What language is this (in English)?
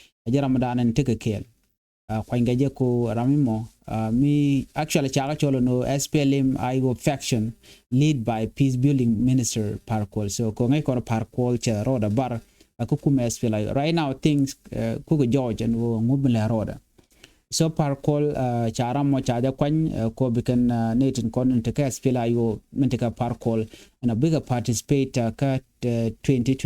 Nuer